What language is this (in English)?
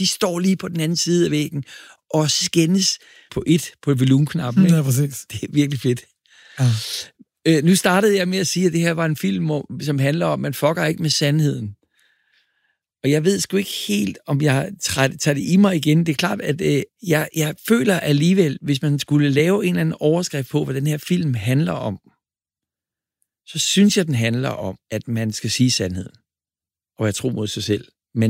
Danish